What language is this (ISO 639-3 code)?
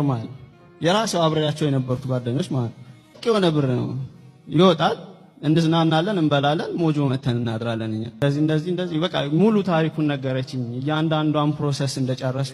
amh